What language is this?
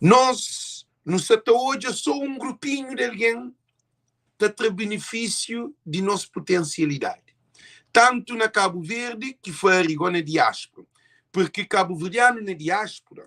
Kabuverdianu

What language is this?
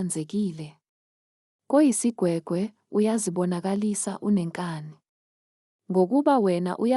Zulu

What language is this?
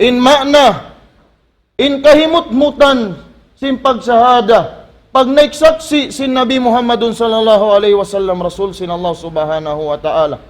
Tausug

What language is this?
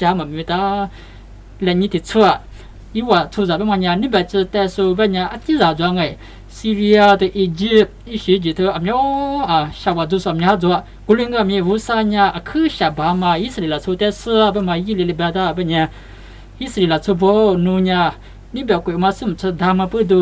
Lisu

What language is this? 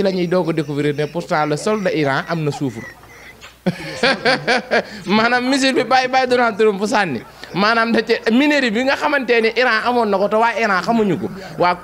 Wolof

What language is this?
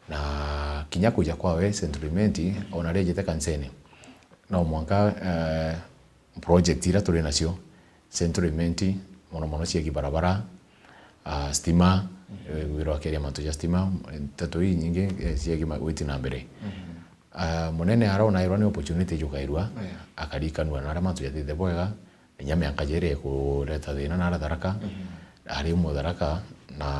Meru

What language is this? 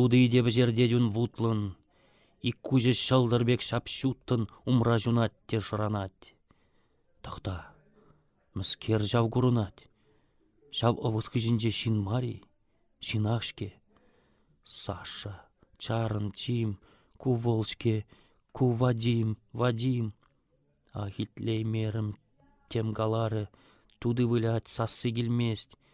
Chuvash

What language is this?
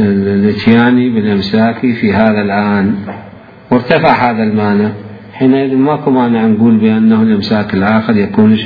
Mesopotamian Arabic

